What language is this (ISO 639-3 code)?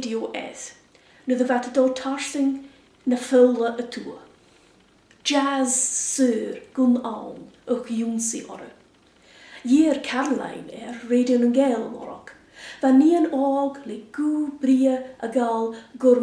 gla